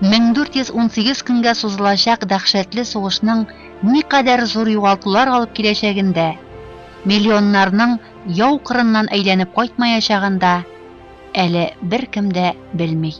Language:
Tatar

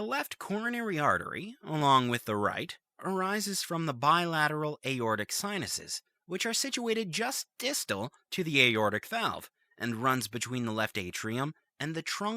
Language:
English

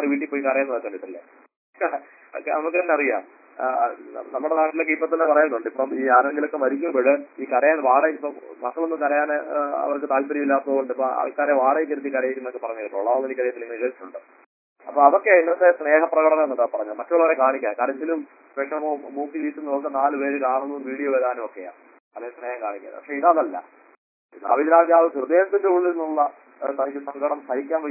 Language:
Malayalam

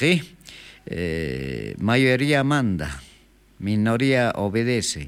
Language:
South Bolivian Quechua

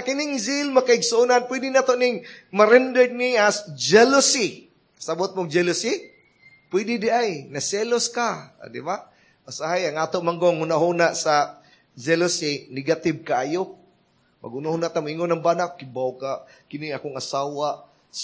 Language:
Cebuano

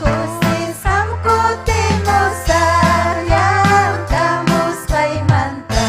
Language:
Ayacucho Quechua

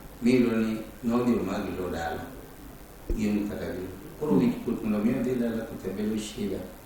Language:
Luo (Kenya and Tanzania)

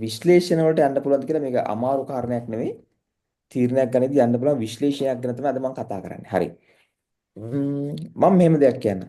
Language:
Sinhala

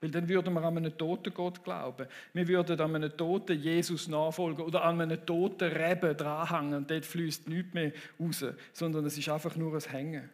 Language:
Swiss German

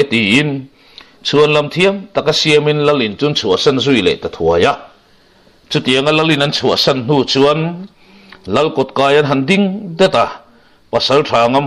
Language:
Mizo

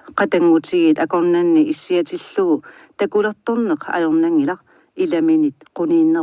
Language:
Kalaallisut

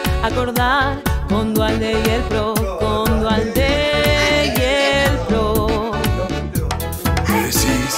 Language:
Spanish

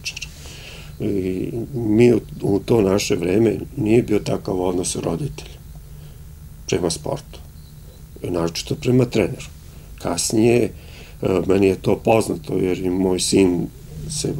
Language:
Serbian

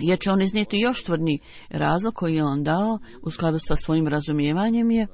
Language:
Bosnian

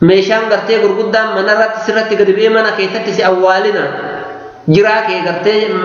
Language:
Oromo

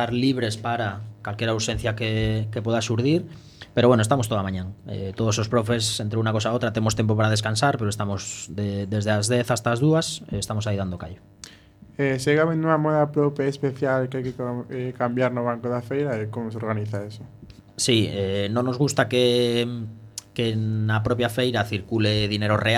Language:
Galician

